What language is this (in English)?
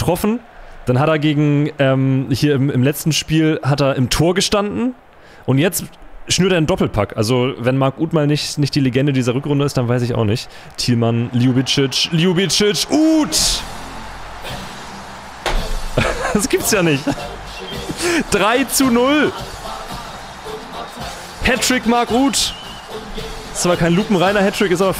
German